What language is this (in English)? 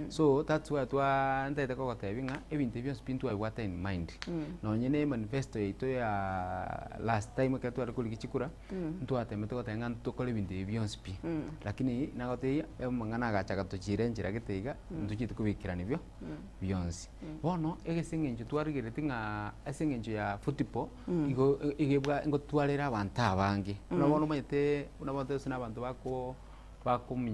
Gusii